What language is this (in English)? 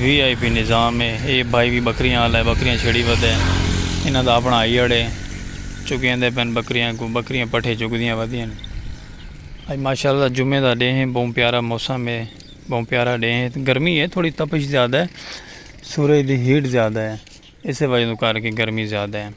Saraiki